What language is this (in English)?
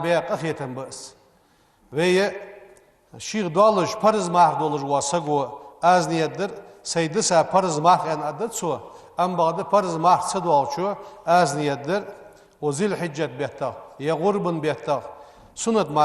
Ingush